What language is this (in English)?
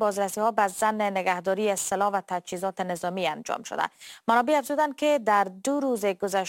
Persian